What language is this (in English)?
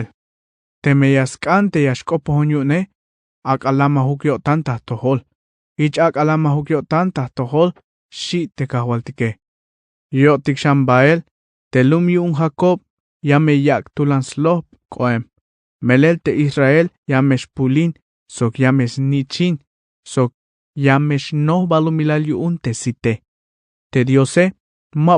Tzeltal